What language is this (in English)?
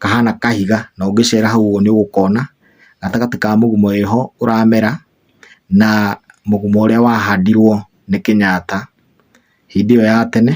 Kikuyu